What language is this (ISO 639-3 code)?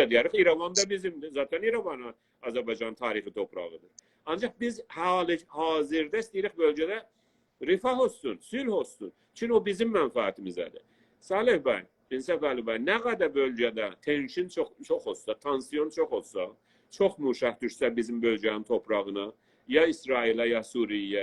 azb